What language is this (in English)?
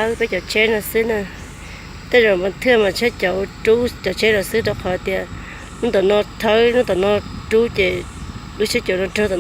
Hmong